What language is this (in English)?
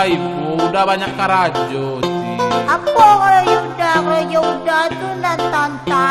Minangkabau